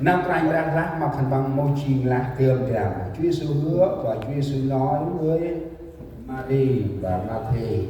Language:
Central Mnong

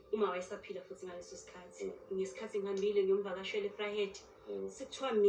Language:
Zulu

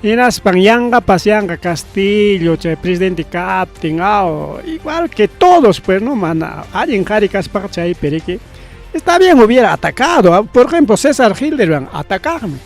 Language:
Ayacucho Quechua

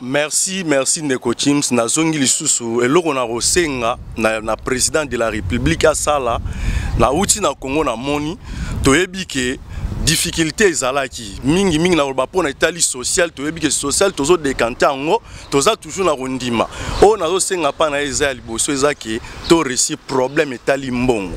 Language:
Lingala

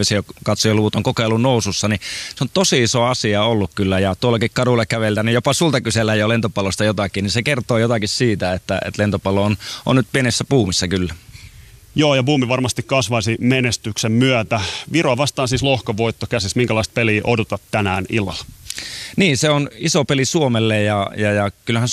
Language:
Finnish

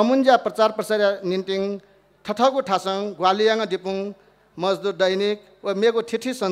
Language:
Newari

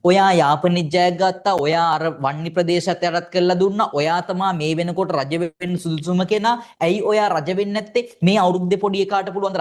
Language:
Sinhala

